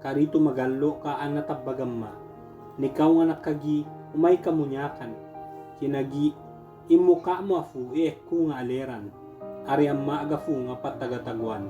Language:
Ibanag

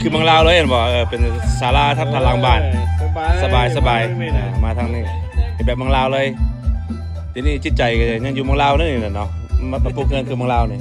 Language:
Lao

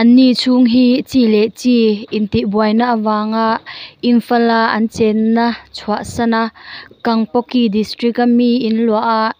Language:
Hmar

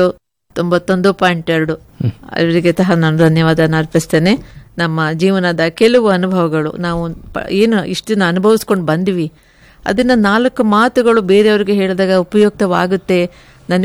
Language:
Kannada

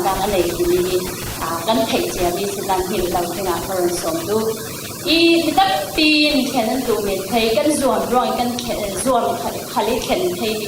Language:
Falam Chin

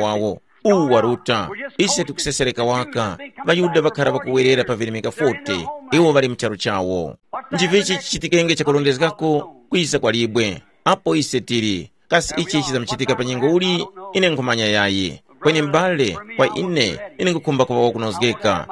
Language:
Tumbuka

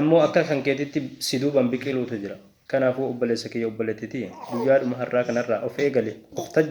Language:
Oromo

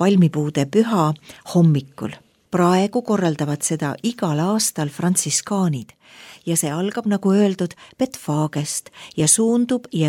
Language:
Estonian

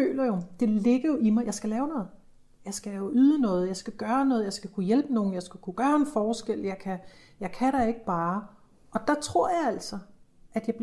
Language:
Danish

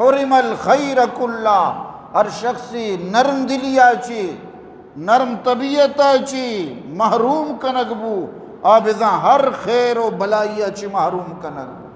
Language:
Eastern Balochi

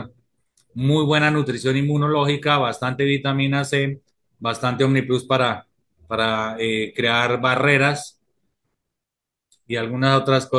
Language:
Spanish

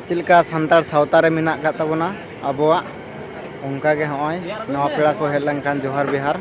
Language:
Santali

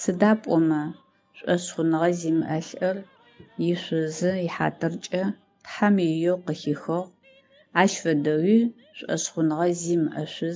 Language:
Adyghe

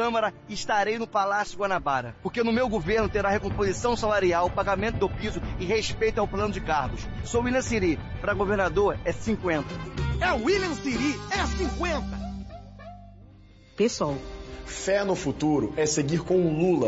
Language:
Portuguese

